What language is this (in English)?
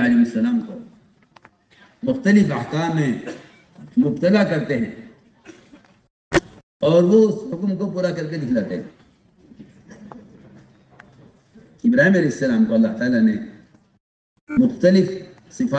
Urdu